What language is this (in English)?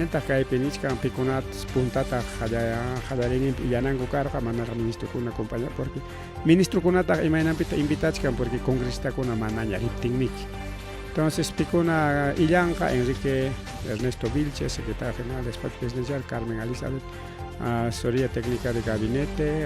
Ayacucho Quechua